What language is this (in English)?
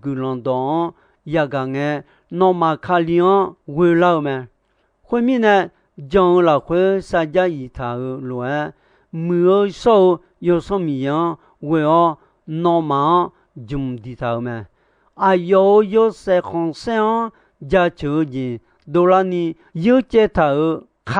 Akha